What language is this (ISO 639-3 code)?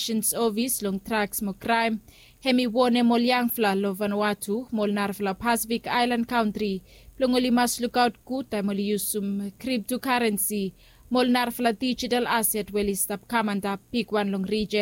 bis